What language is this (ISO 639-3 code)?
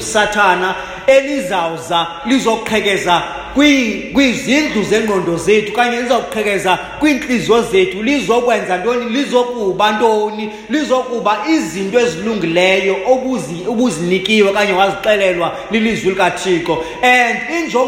xho